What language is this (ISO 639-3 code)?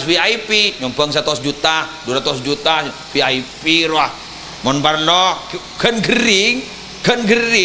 mad